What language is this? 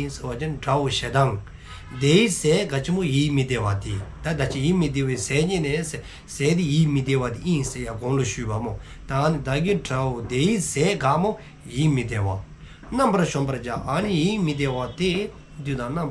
Dzongkha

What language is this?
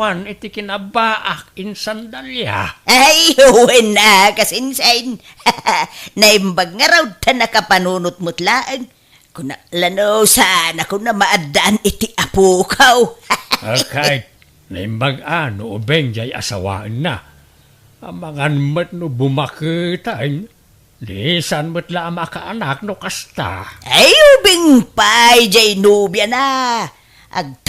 Iloko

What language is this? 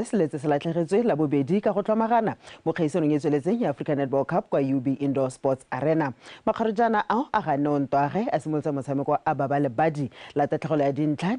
Tswana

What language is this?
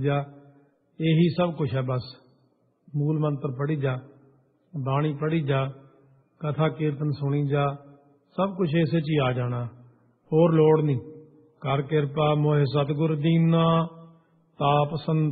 Punjabi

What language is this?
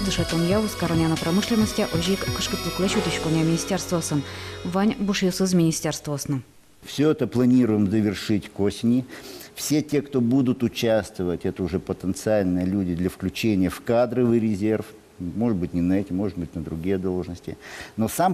Udmurt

